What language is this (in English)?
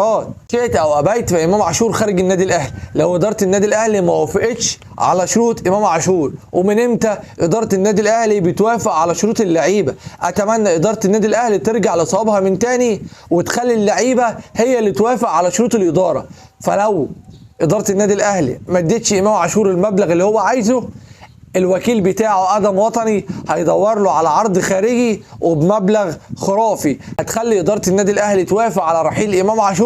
Egyptian Arabic